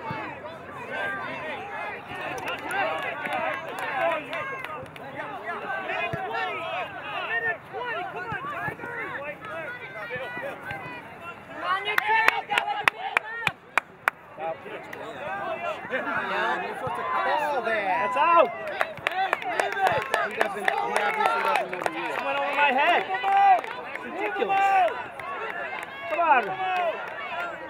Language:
English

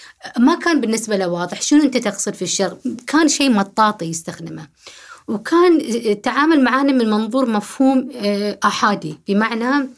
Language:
Gulf Arabic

